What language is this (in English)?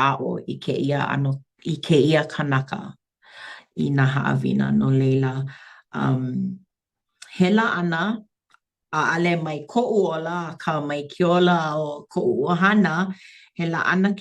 Hawaiian